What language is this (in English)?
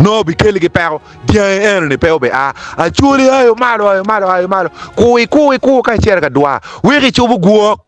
Acoli